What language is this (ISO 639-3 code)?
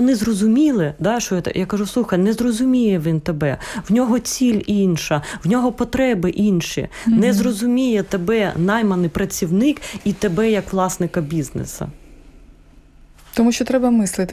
ukr